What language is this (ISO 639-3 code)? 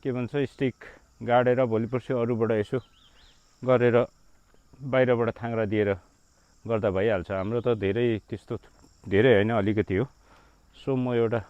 nep